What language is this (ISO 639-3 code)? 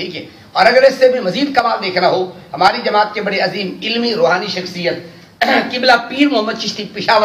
urd